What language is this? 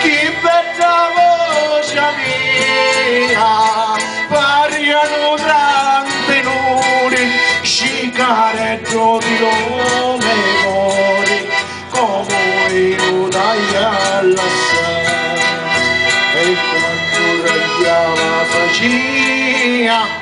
Sicilian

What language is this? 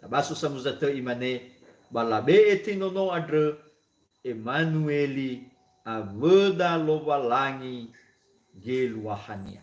Nias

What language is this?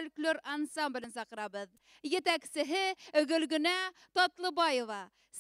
Bashkir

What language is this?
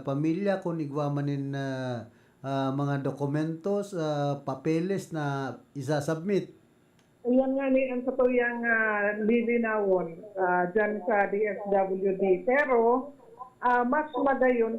Bikol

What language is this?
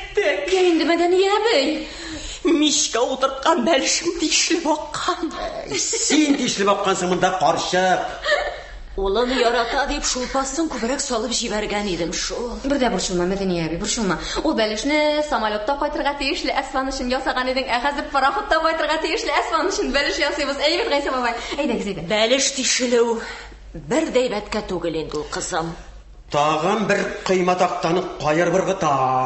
Tatar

